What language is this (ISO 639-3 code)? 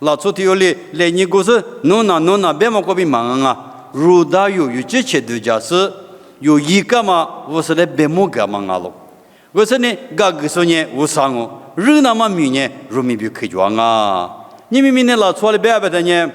lis